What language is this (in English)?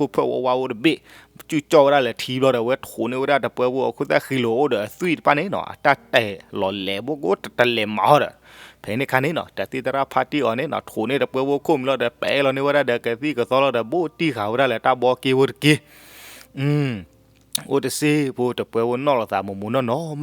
S'gaw Karen